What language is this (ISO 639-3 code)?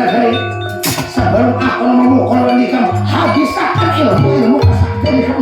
bjn